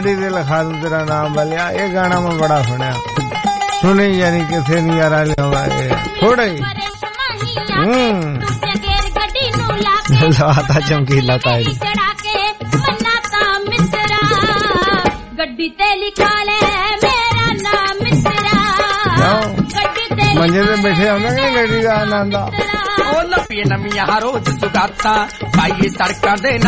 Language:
Punjabi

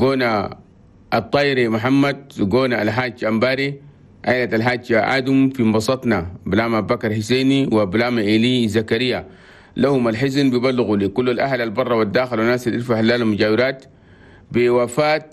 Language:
Chadian Arabic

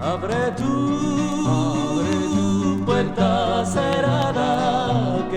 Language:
Ladino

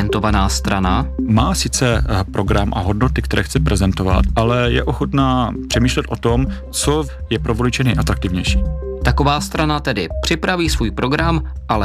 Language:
Czech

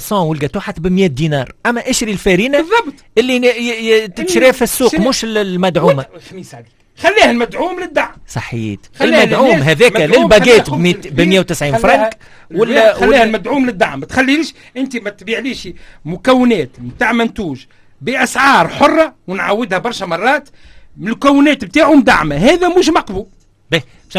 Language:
Tunisian Arabic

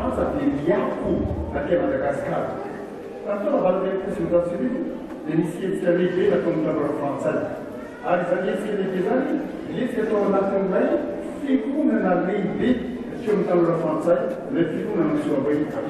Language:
Malagasy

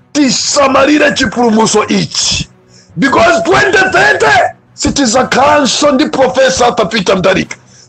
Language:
Nyanja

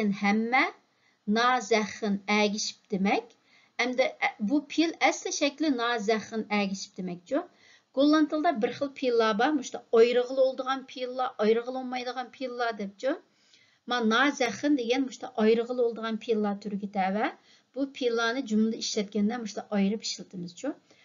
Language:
Uyghur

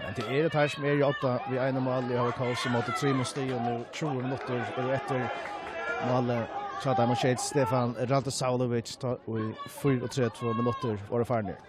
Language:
Faroese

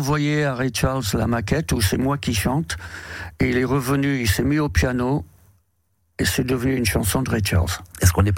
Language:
French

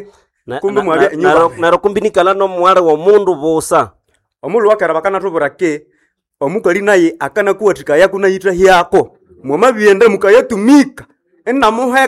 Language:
Nande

